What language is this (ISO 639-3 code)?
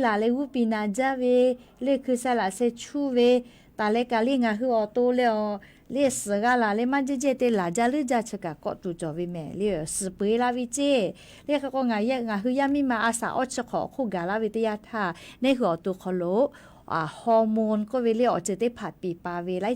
lhu